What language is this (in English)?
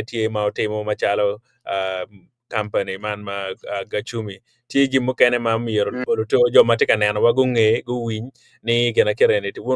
Acoli